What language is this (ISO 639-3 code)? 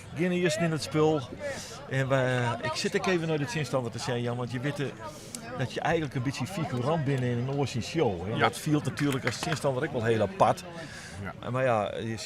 fry